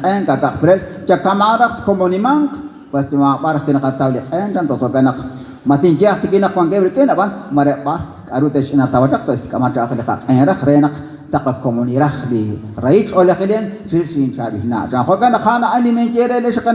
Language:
Kekchí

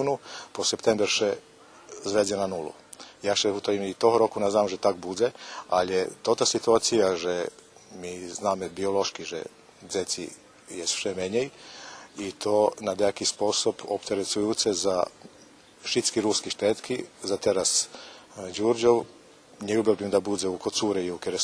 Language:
Rusyn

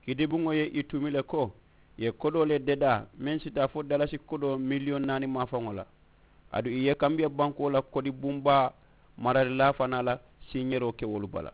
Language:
Mandingo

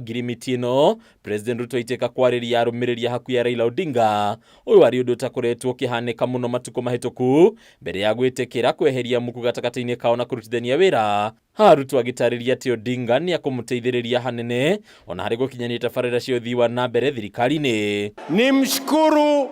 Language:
Kikuyu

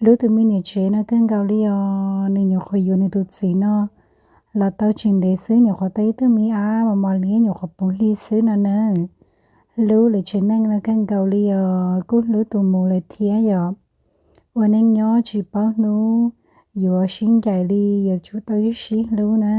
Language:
Hmong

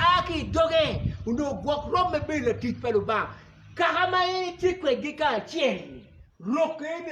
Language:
Acoli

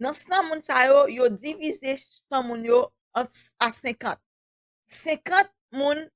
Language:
Haitian Creole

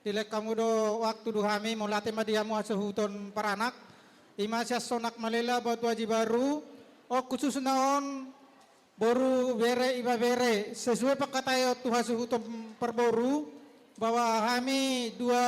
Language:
Batak Toba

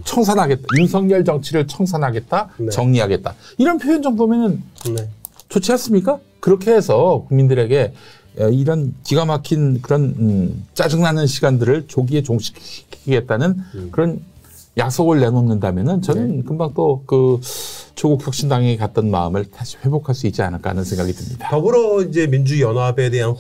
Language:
Korean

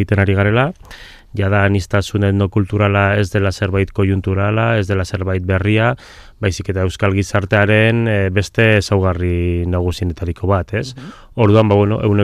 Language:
Basque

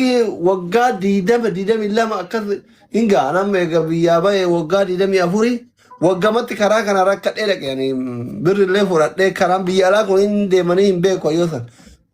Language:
Oromo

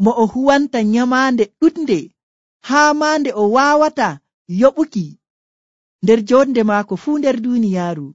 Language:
Nigerian Fulfulde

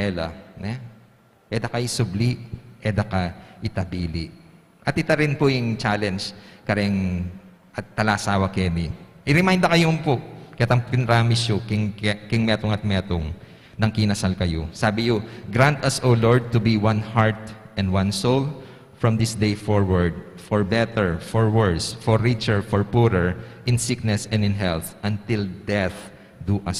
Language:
Pampanga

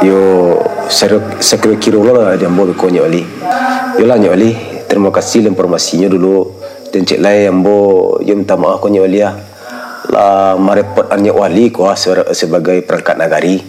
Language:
Minangkabau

